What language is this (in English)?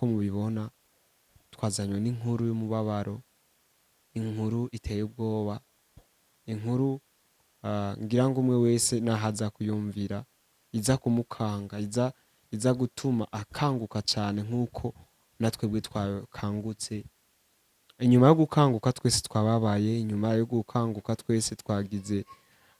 Rundi